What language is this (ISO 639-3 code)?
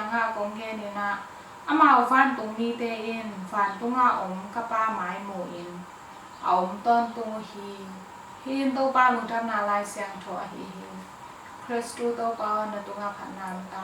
ctd